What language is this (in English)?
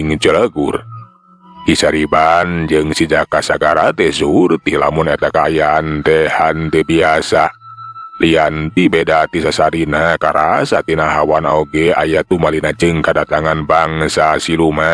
Sundanese